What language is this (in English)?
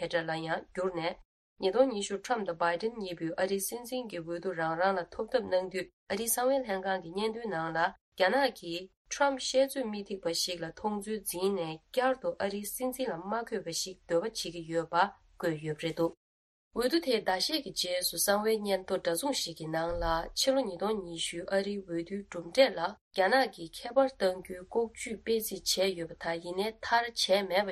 Tibetan